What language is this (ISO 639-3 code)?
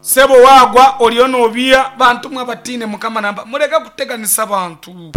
nyn